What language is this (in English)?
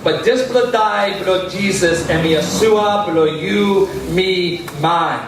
Tok Pisin